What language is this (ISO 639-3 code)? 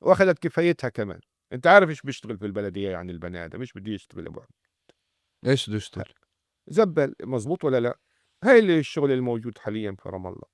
apc